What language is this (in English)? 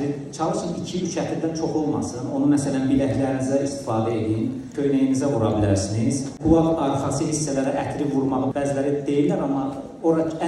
Azerbaijani